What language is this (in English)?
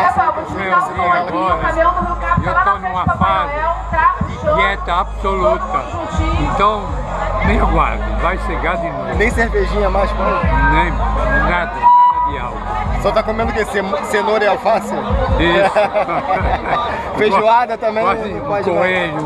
Portuguese